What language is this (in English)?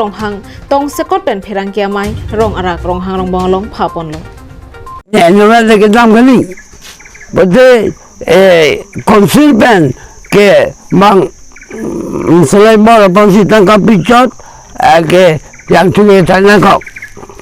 Karbi